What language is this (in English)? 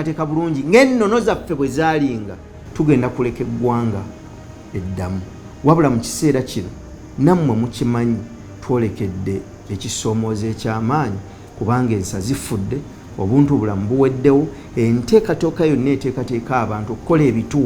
Ganda